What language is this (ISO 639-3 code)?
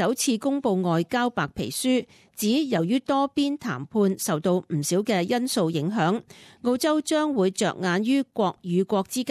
yue